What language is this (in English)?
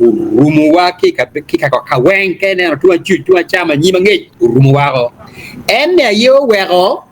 Acoli